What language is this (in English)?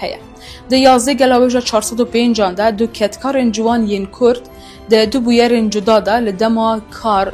Kurdish